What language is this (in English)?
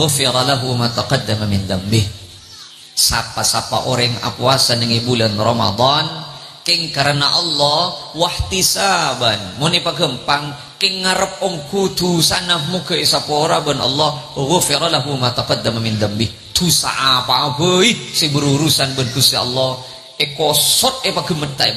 Madurese